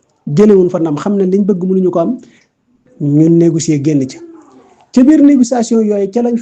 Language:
Wolof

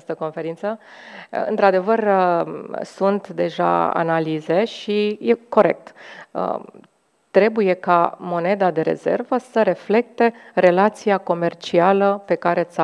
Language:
Romanian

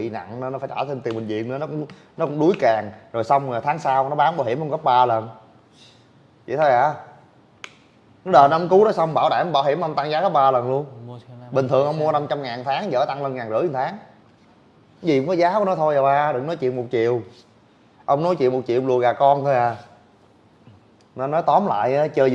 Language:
Vietnamese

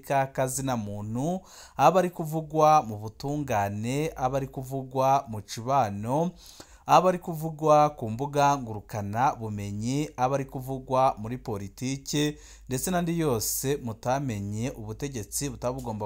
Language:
Rundi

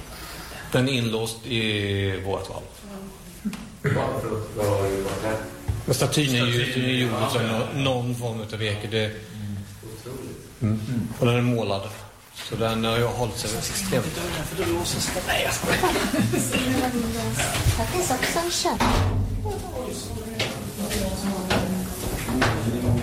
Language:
Swedish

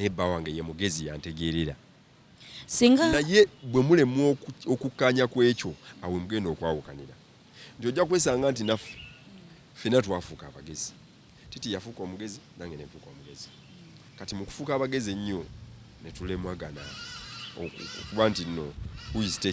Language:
Ganda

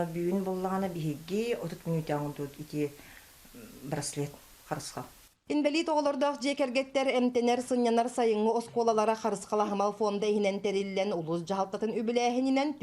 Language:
Yakut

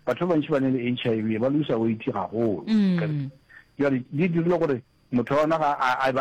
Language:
Northern Sotho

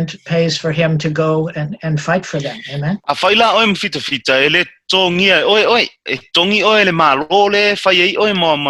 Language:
Samoan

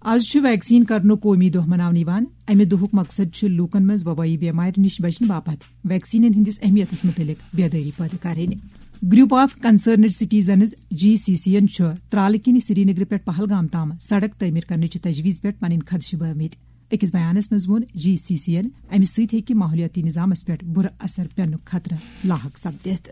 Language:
Kashmiri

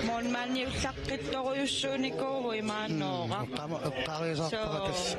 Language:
Kalaallisut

